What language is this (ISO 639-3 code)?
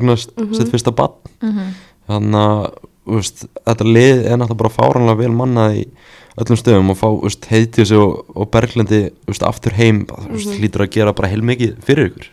isl